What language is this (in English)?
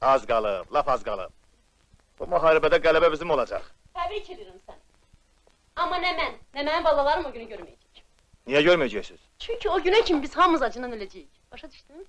Azerbaijani